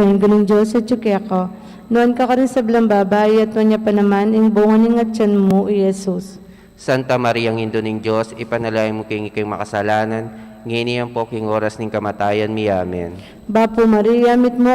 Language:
Pampanga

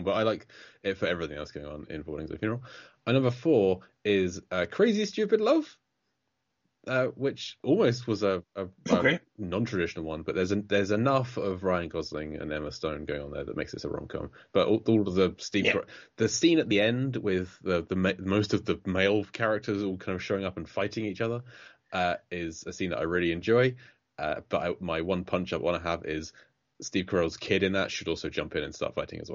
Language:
English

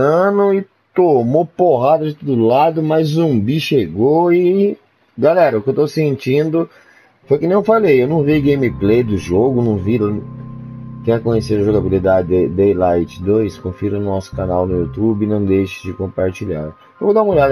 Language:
Portuguese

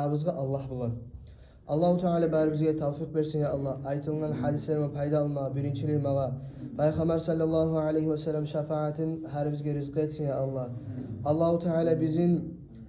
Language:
Kumyk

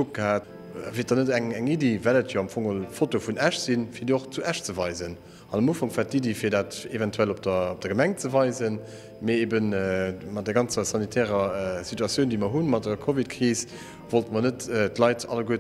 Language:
Luxembourgish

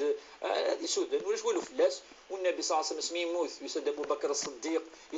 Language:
Kabyle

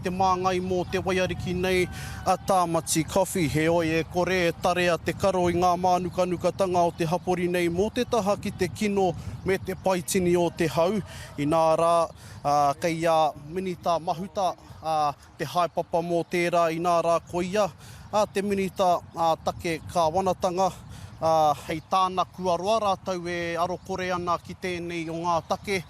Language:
Māori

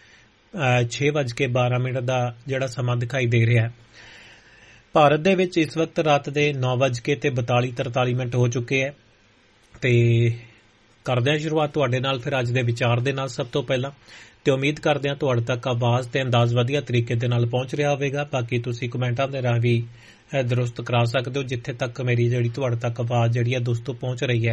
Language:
Punjabi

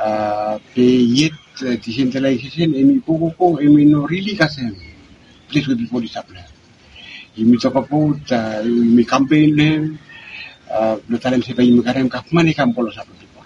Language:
Bislama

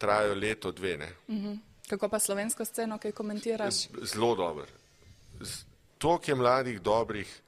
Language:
Slovenian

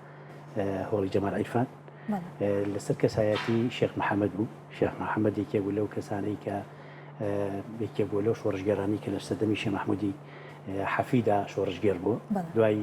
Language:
Central Kurdish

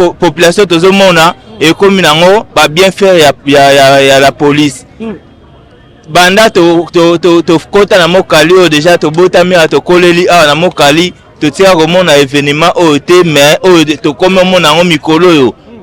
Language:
Lingala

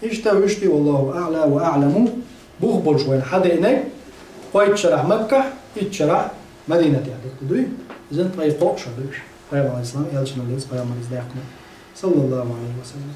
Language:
Chechen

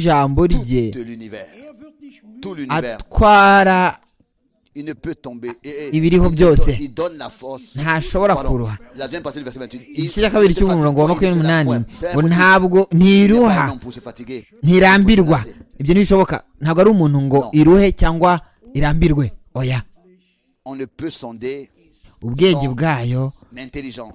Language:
Kinyarwanda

